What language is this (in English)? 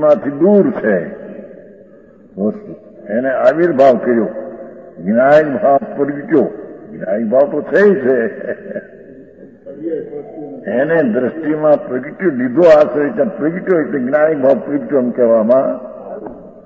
Gujarati